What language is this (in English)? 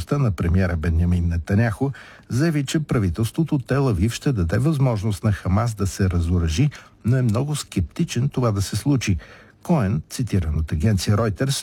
Bulgarian